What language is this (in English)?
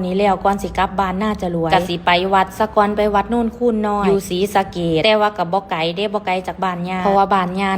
Northeastern Thai